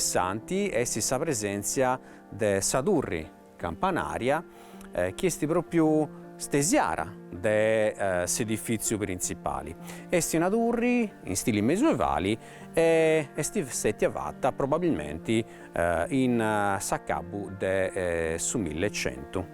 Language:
Sardinian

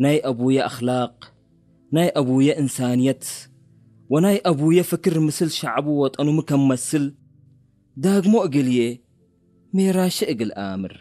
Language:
Tigre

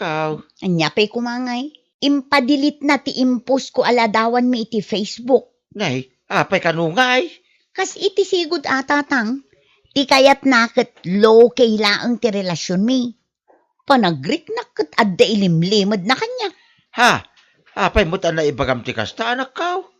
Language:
Iloko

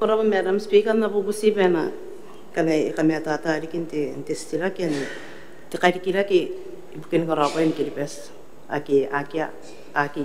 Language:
Gilbertese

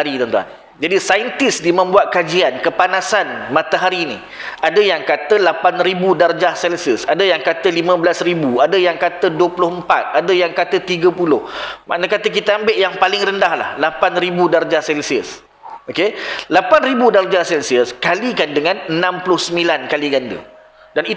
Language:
Malay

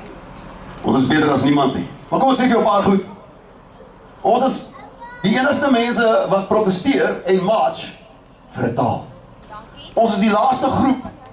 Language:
Afrikaans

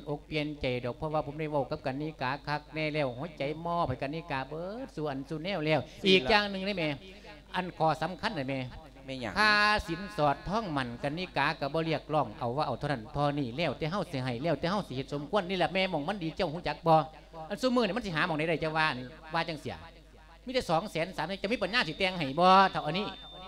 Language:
Lao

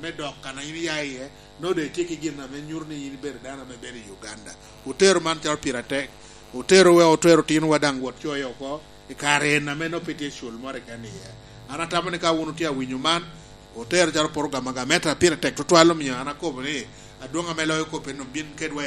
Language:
Lango (Uganda)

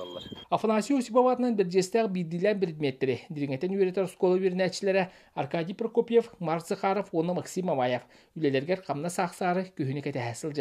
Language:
Yakut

